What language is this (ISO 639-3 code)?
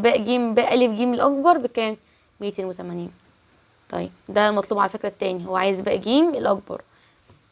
arz